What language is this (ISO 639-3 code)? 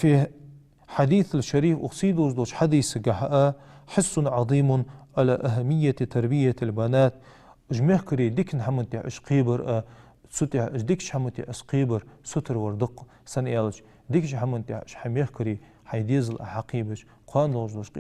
inh